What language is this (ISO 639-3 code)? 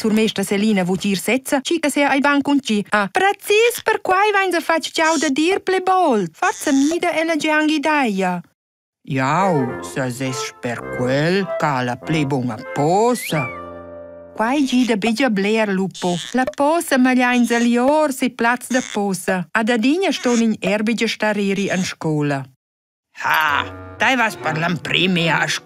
roh